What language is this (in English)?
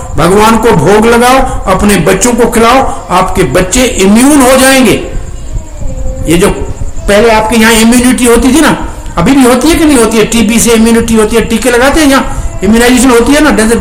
Hindi